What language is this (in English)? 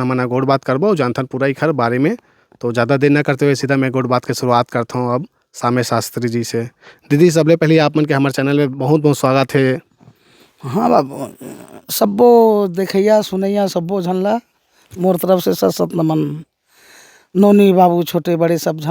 Chhattisgarhi